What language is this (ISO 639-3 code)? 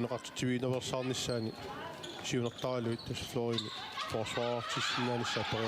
kal